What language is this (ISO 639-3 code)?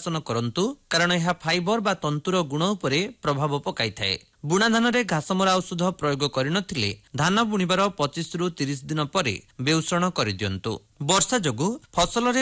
ori